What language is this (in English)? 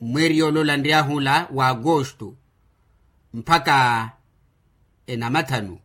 Makhuwa